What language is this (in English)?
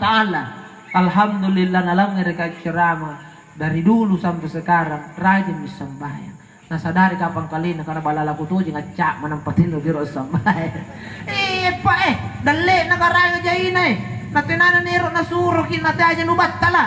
Makasar